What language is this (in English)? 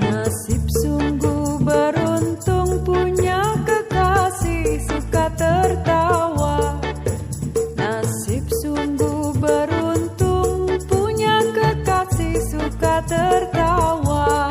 Betawi